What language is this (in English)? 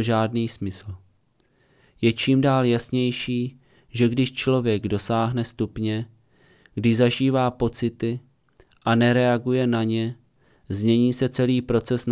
Czech